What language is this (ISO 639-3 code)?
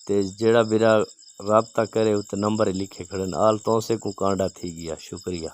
skr